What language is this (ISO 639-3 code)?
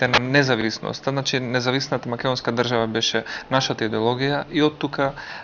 mkd